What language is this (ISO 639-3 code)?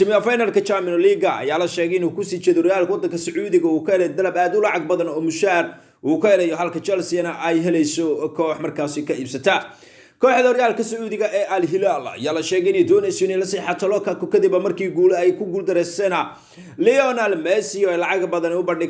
som